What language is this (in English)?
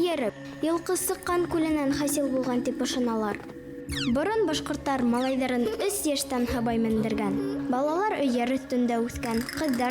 Bashkir